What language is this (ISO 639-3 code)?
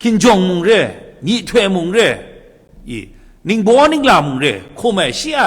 kac